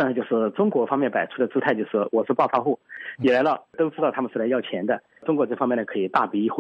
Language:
Chinese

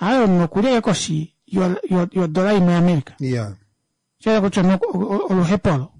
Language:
Kuanyama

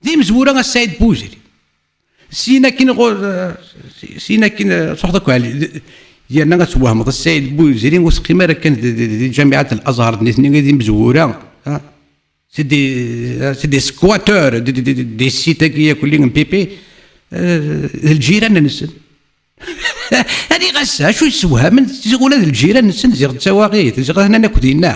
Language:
Kabyle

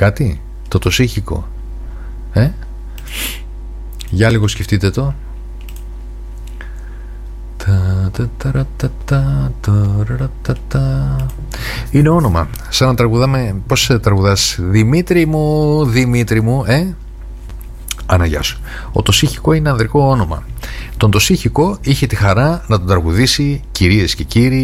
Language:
Greek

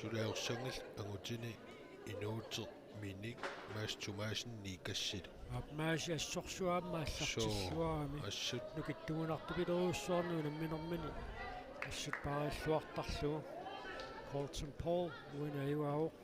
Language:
Kalaallisut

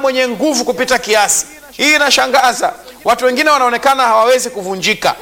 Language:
Swahili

